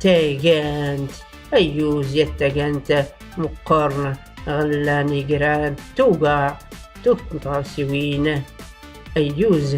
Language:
Tachelhit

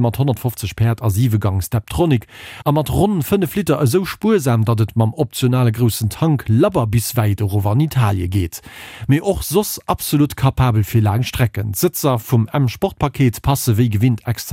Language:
Luxembourgish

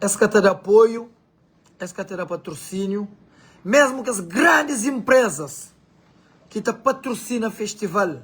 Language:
Kabuverdianu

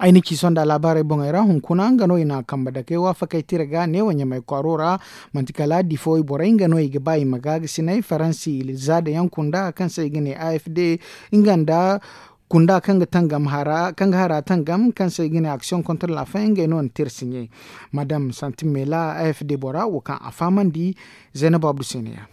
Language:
Zarma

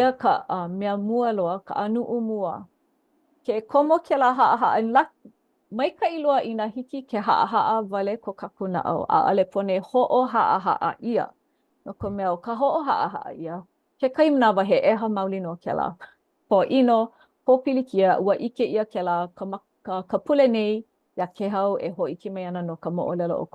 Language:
Hawaiian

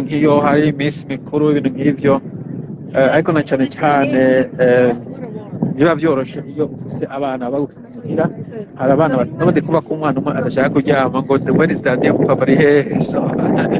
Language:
Rundi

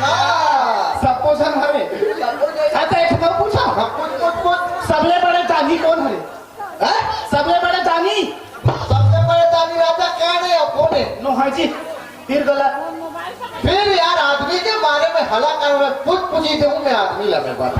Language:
Chhattisgarhi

